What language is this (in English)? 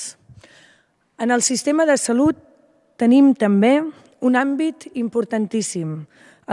Catalan